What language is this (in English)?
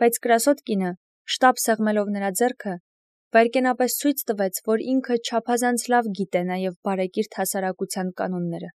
Armenian